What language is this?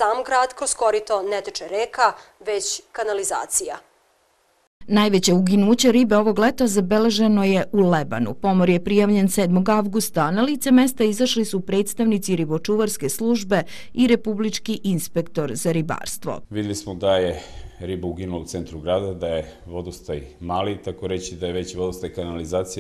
Serbian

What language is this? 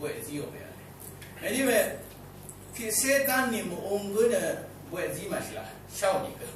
Rawang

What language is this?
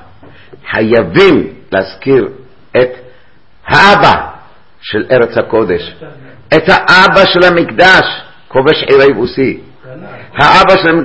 Hebrew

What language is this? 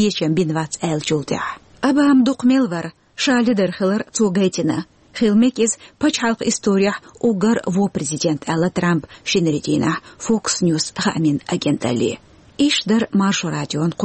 Chechen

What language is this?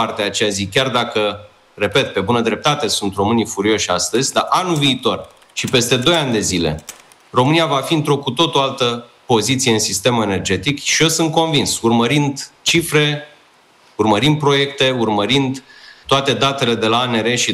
Romanian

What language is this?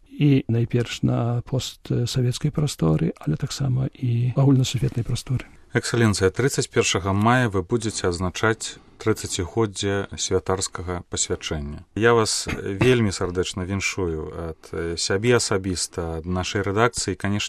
Belarusian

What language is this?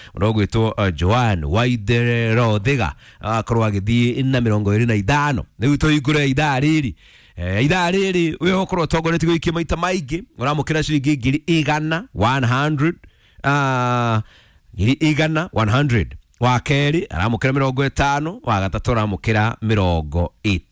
Kikuyu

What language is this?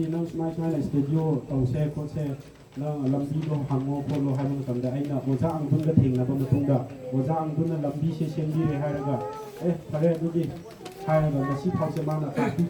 Manipuri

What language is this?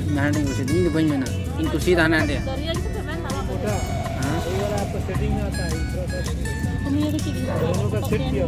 Santali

